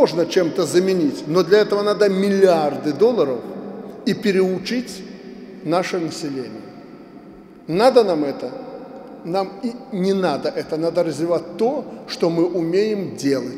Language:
Russian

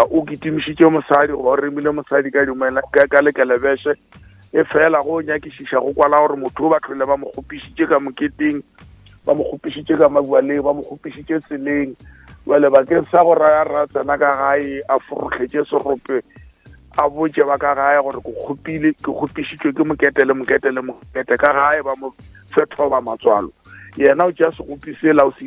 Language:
Northern Sotho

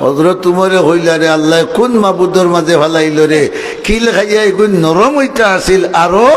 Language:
Sylheti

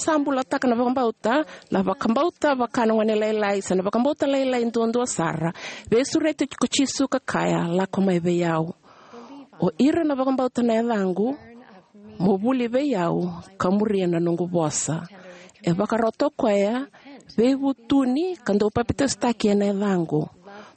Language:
Fijian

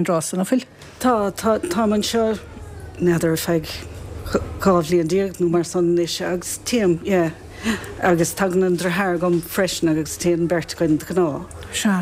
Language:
Irish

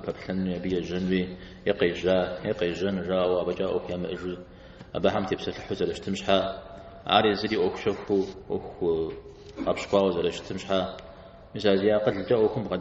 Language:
Kabardian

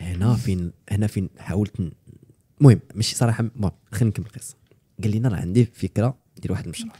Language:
Moroccan Arabic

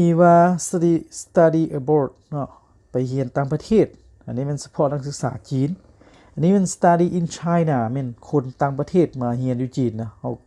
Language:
Lao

